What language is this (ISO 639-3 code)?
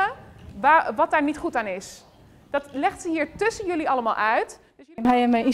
fry